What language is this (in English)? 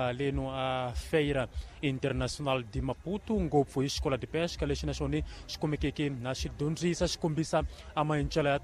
Tsonga